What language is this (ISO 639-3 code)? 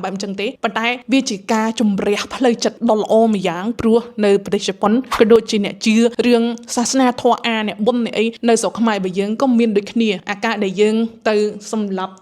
khm